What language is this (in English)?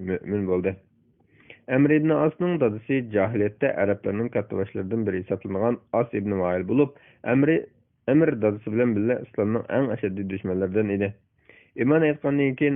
Uyghur